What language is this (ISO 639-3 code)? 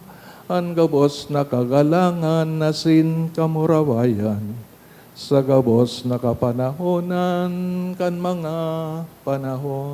bik